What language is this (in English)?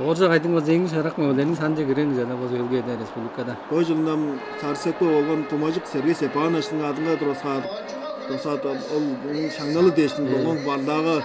Tuvinian